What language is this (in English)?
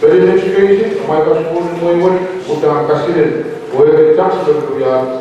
Pohnpeian